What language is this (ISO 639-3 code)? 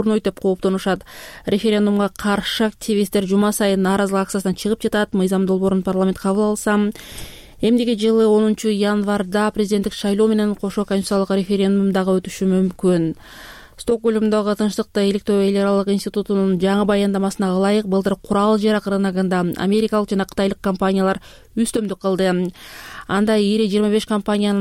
kir